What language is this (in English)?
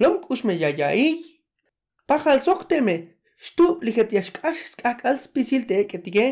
Tzeltal